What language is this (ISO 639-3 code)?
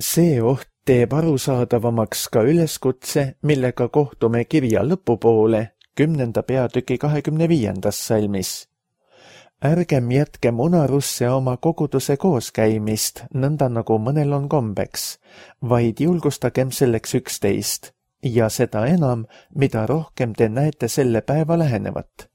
est